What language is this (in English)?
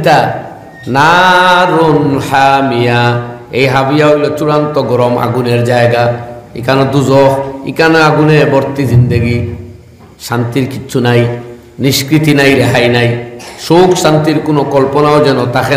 Sylheti